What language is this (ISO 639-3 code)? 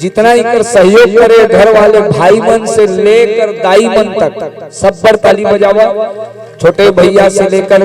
hne